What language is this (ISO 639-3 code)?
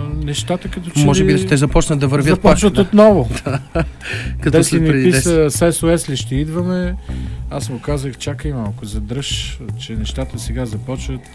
bul